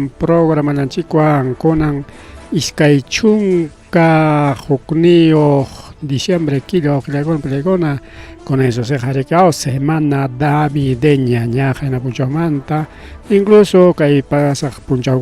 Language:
Ayacucho Quechua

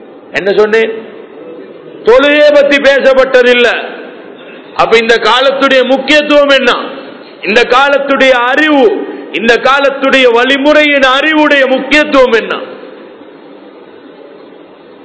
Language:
Tamil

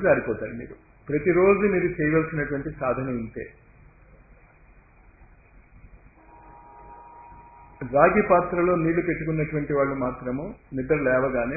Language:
Telugu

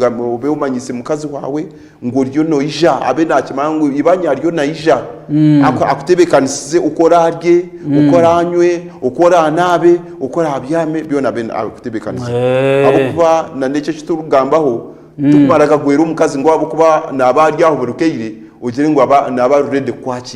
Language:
Nyankole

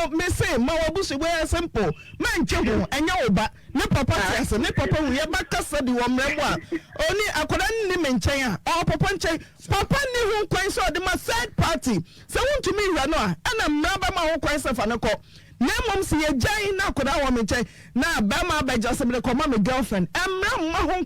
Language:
Akan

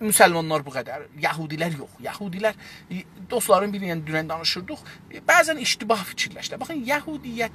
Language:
South Azerbaijani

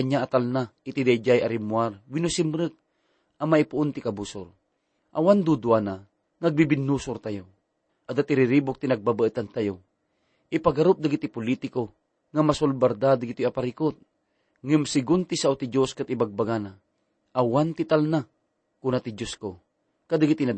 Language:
Iloko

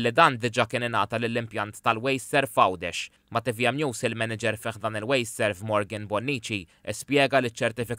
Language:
Maltese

